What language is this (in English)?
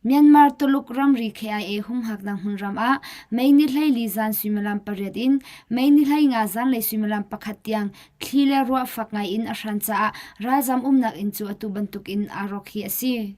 Hakha Chin